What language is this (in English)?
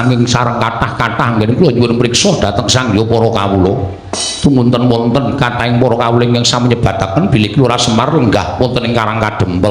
Javanese